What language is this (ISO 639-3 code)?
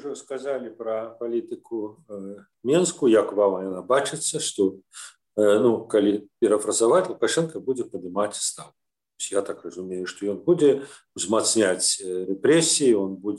bel